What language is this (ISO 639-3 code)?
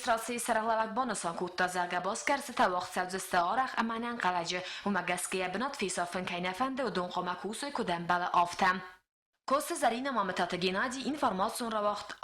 oss